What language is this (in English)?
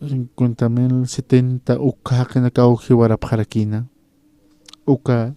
Aymara